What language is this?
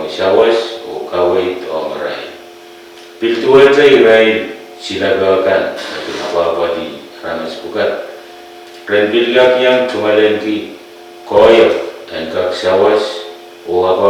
Pohnpeian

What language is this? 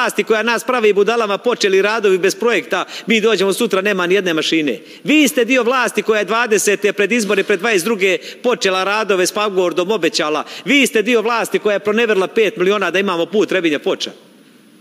Serbian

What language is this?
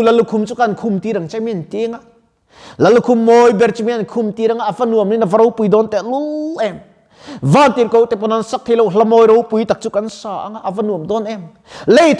Mizo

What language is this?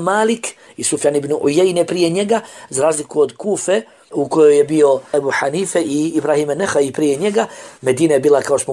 Bosnian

